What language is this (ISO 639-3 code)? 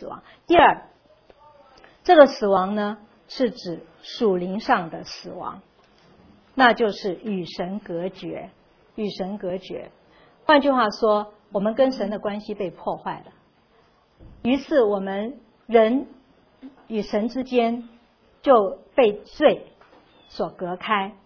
zho